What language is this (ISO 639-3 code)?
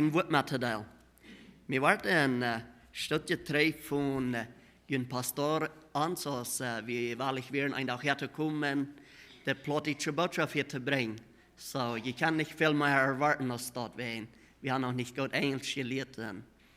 pdt